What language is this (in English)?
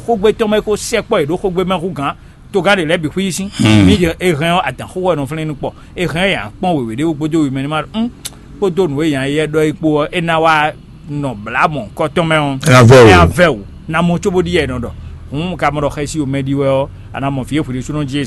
Fon